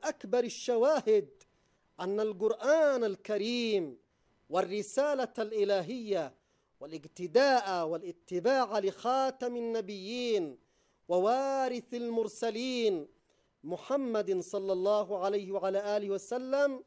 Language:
Arabic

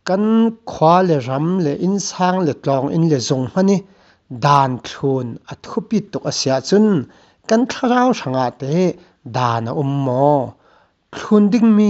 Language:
Falam Chin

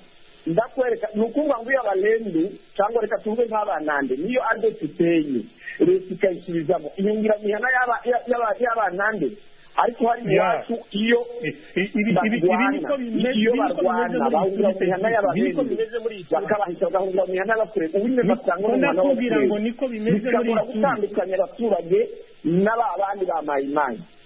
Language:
Kinyarwanda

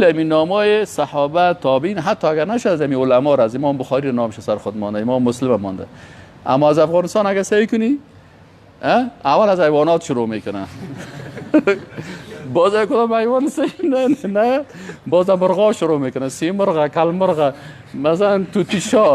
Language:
Persian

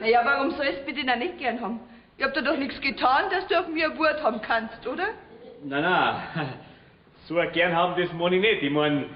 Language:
Bavarian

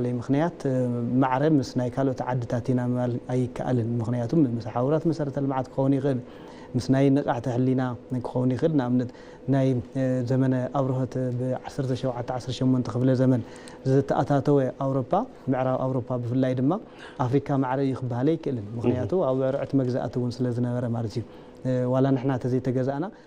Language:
Tigrinya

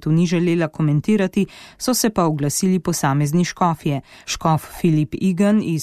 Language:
Slovenian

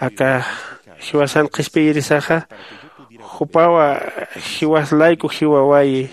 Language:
Aymara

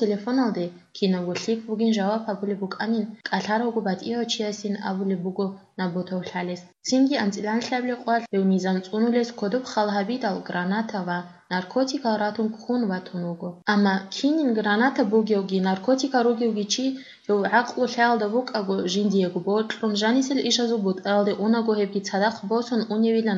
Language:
Avaric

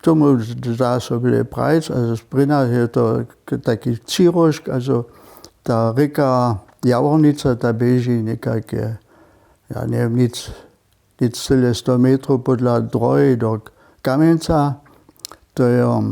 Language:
Upper Sorbian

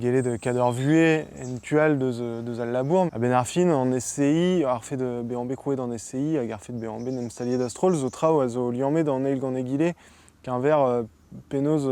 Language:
Breton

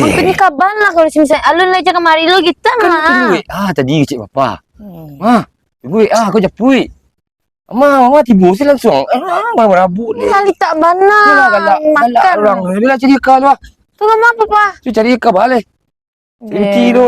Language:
Minangkabau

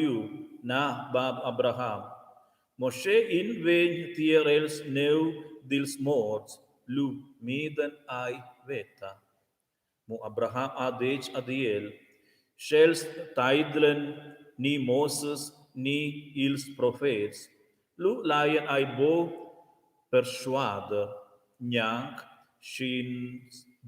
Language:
Romansh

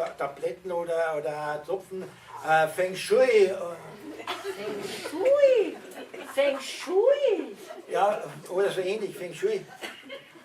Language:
Bavarian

